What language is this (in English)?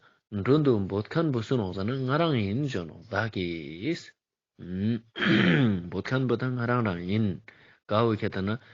Ladakhi